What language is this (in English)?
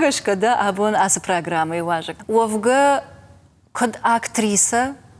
Ossetic